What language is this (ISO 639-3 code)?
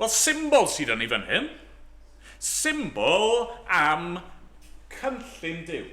cym